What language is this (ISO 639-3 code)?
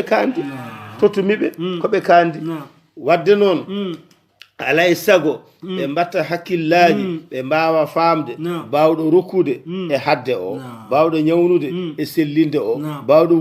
ful